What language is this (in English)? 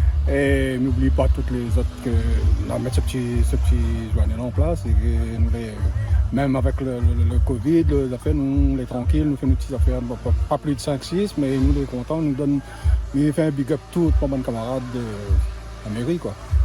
Réunion Creole French